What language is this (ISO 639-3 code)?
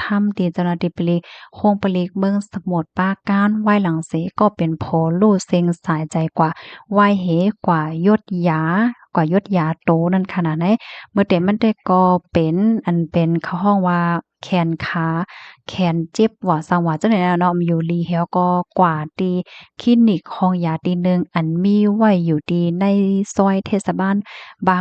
shn